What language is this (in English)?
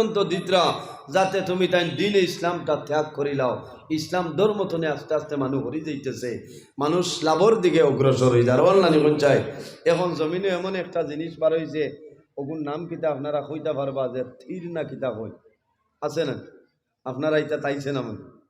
Sylheti